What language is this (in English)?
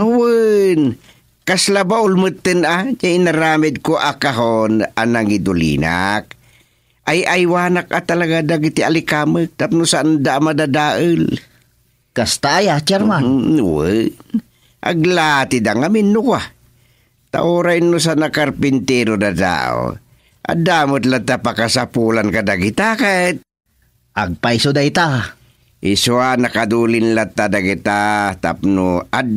Iloko